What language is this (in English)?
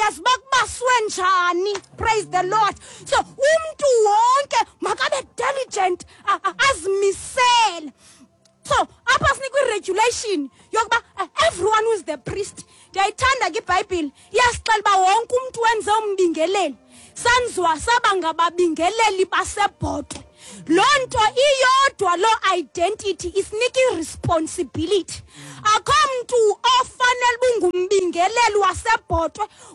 Xhosa